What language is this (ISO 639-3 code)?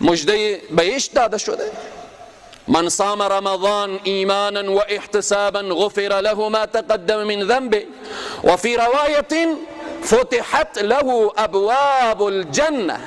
fas